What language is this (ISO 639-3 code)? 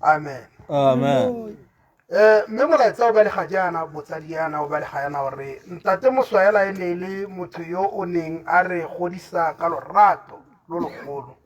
tsn